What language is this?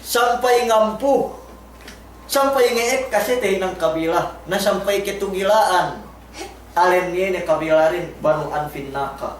Yakan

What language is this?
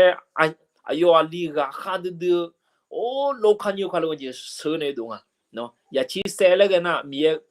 Akha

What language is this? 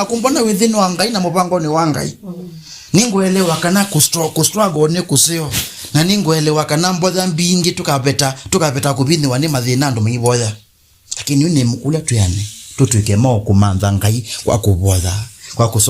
Kamba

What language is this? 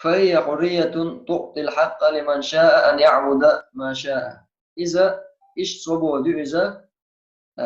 Chechen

